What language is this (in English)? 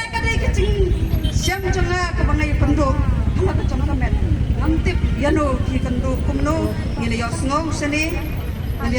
Khasi